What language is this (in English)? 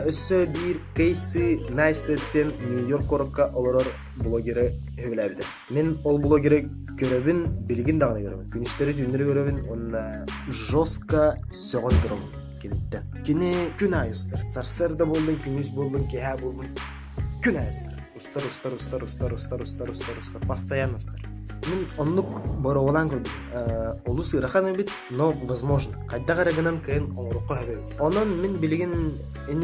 Yakut